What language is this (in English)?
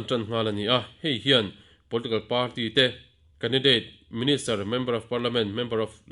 Mizo